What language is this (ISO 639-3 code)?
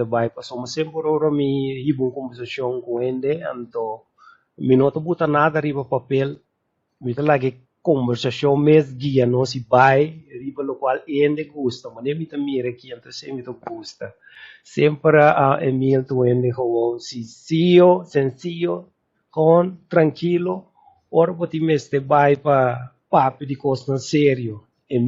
pap